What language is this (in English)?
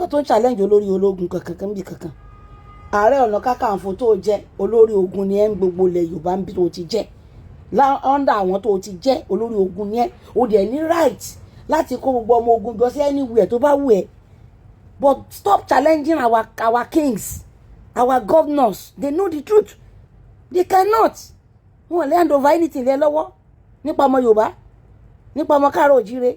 Yoruba